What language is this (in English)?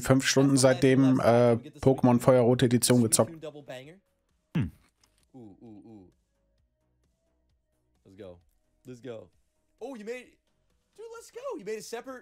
German